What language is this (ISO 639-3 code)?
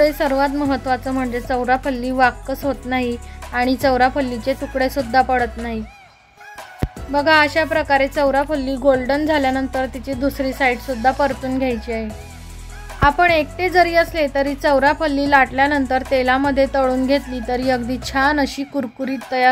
mar